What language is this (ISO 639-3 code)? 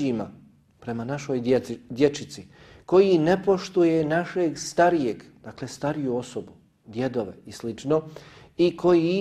bos